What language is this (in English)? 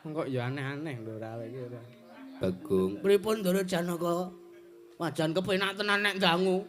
Javanese